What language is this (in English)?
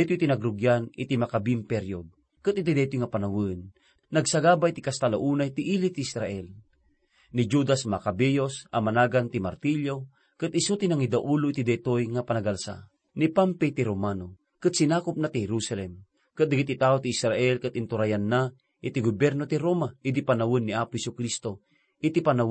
Iloko